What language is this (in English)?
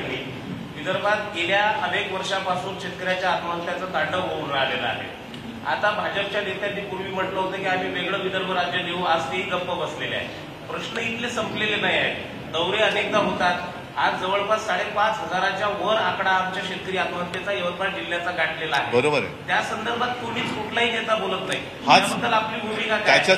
Marathi